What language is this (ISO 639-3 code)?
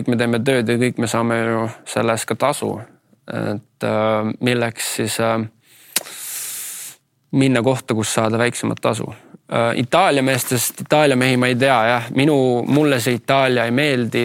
est